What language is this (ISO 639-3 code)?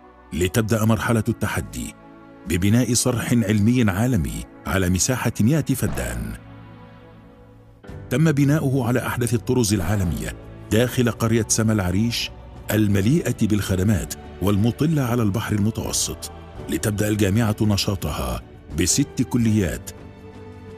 ara